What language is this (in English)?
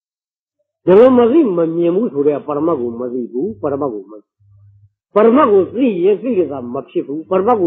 Burmese